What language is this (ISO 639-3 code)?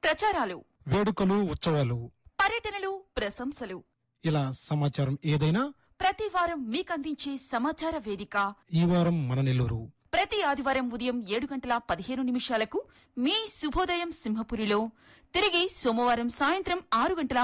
tel